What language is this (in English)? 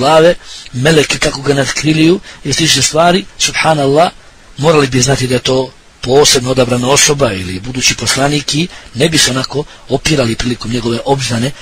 Bosnian